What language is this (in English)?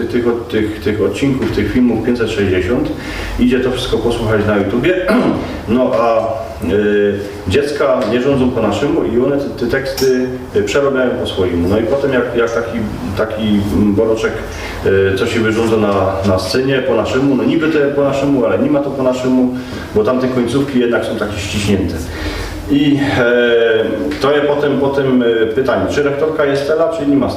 Silesian